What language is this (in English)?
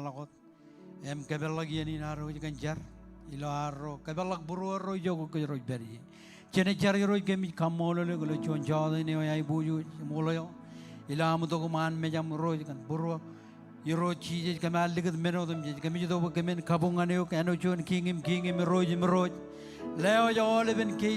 Marshallese